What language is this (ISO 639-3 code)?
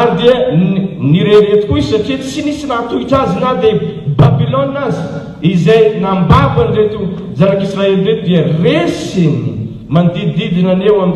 mlg